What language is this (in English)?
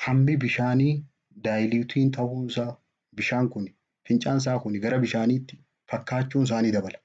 Oromo